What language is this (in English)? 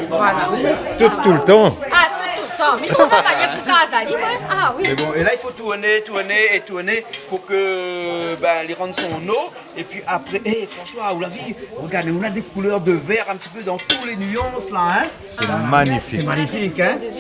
Réunion Creole French